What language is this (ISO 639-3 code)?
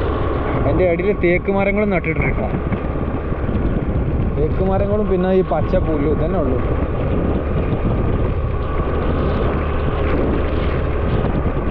mal